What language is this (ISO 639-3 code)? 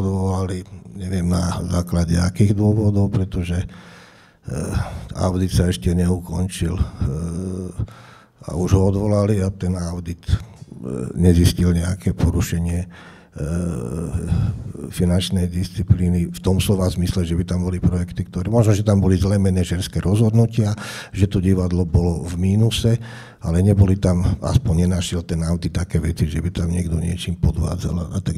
slk